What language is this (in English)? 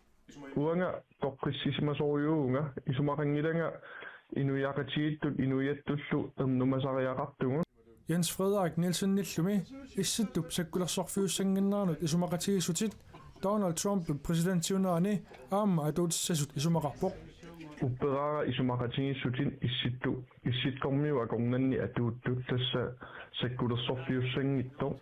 Kalaallisut